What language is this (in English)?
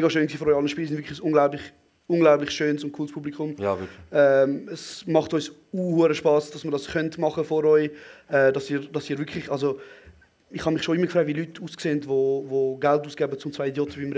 Swiss German